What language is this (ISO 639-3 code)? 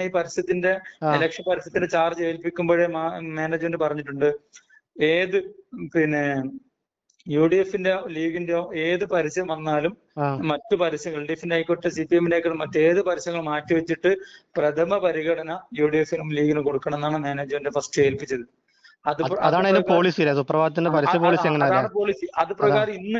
mal